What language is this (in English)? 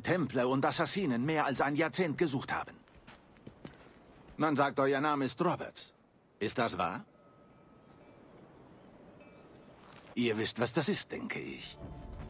German